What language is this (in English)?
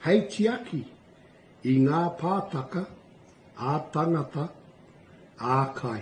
Māori